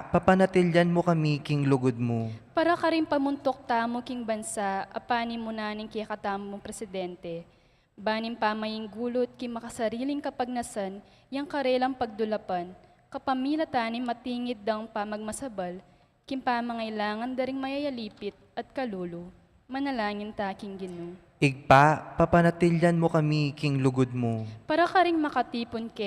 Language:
Pampanga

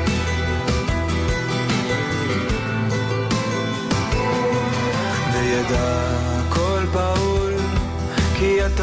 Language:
Hebrew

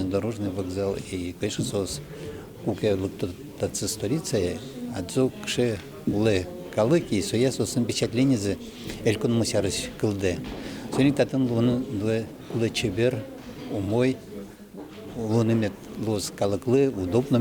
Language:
Udmurt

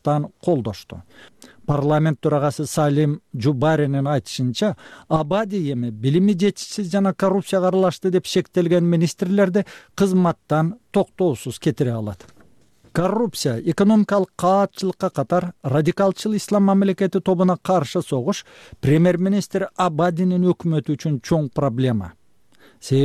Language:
Kyrgyz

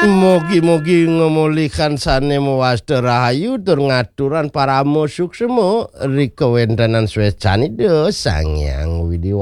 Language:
Balinese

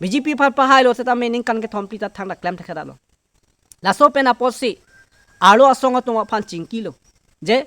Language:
Karbi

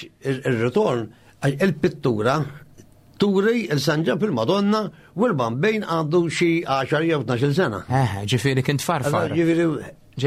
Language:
Maltese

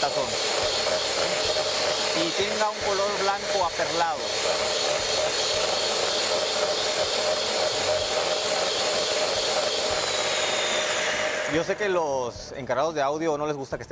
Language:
Spanish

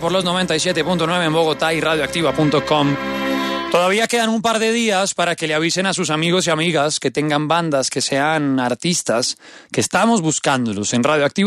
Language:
Spanish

